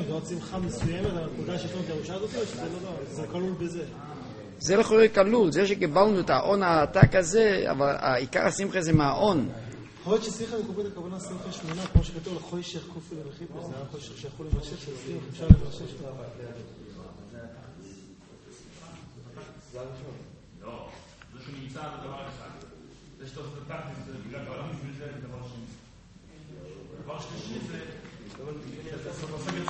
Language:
Hebrew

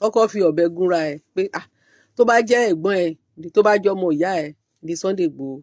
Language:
Yoruba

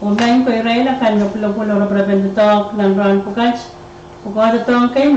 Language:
Pohnpeian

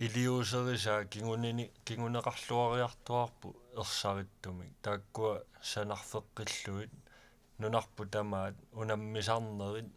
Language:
Kalaallisut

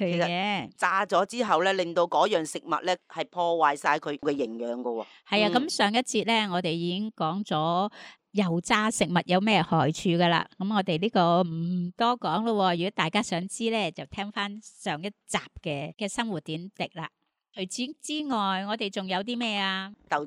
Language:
Cantonese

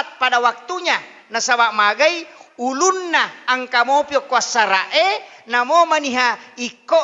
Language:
Buginese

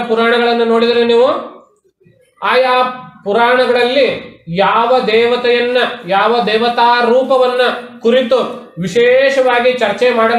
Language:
Kannada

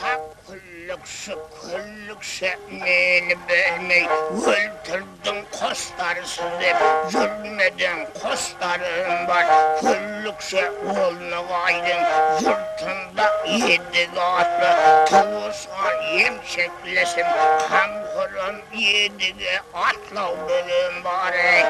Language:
Kara-Kalpak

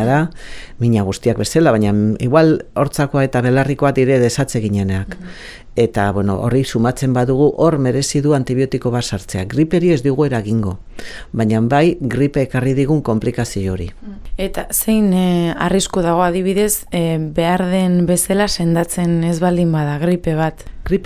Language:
Basque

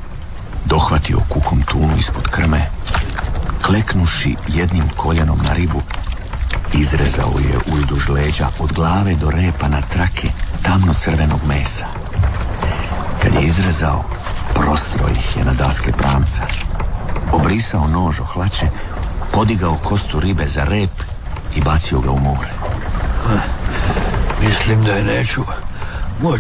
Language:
Croatian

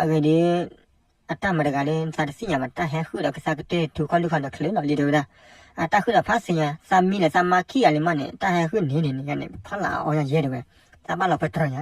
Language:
S'gaw Karen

